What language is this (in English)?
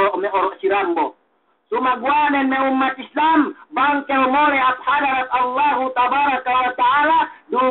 Yakan